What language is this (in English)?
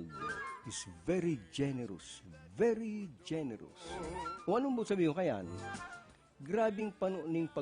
Bikol